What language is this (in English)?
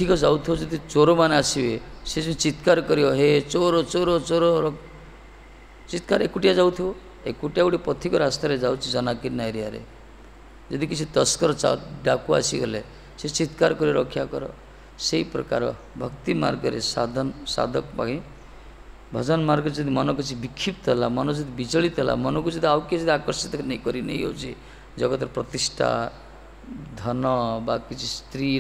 Odia